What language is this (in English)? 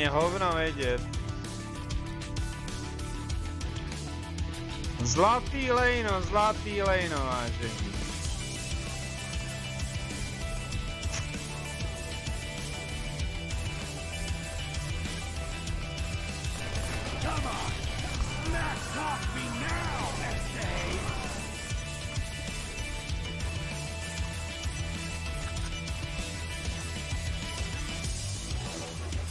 Czech